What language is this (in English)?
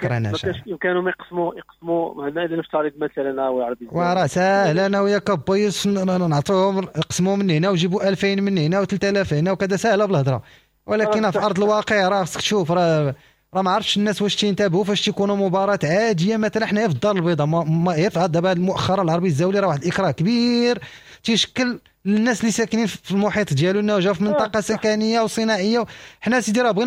Moroccan Arabic